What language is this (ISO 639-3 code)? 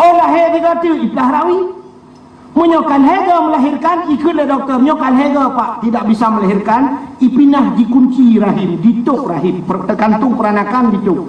ace